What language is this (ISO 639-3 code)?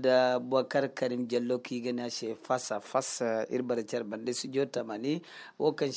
dje